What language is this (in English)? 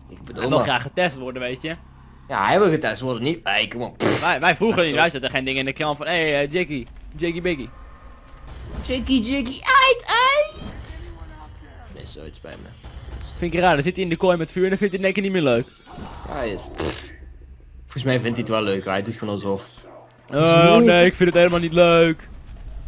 Dutch